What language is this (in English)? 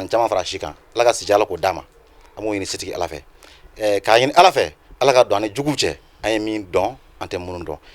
Bambara